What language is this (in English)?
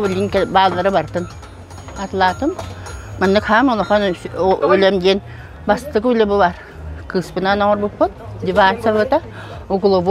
Yakut